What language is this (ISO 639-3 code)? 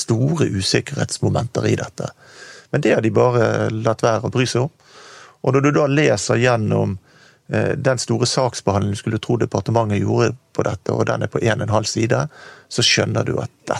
nor